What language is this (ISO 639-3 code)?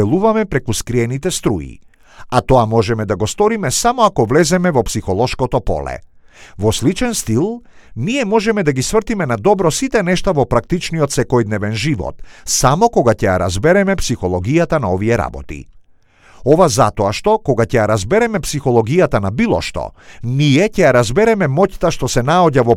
mkd